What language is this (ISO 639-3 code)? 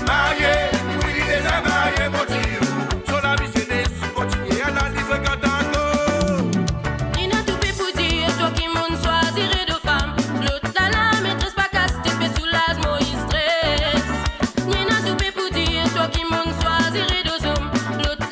mfe